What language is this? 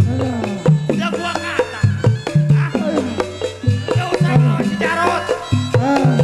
Betawi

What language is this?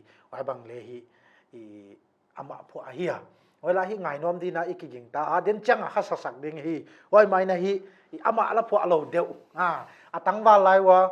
Tedim Chin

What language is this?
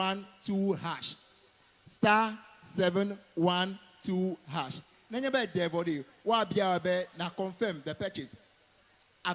Ewe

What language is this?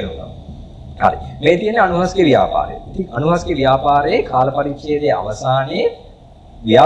Sinhala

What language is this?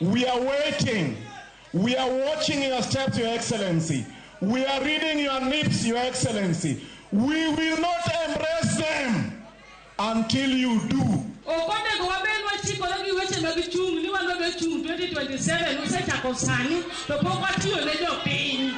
Luo (Kenya and Tanzania)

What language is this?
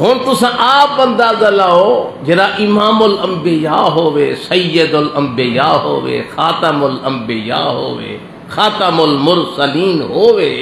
Saraiki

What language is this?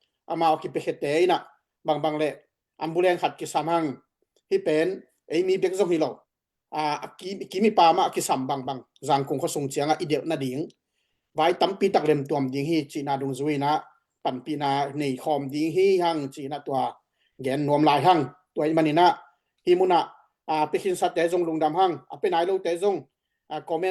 Tedim Chin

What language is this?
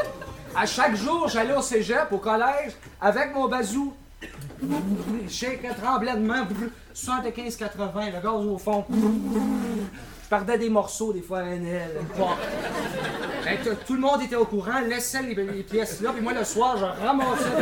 French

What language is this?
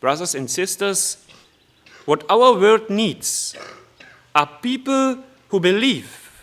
Upper Sorbian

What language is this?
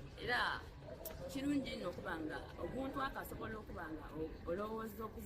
Soga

